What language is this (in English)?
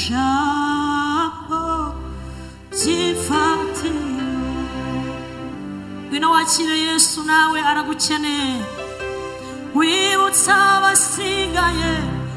Kinyarwanda